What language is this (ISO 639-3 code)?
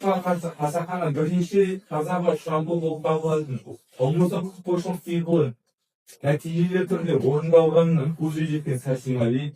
kaz